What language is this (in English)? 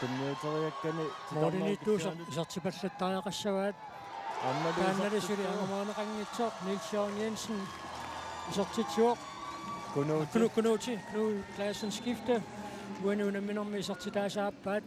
Kalaallisut